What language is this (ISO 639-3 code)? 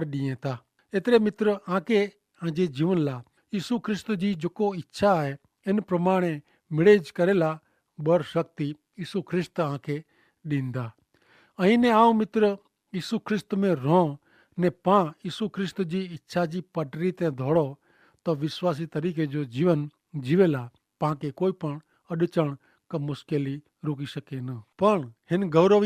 kfr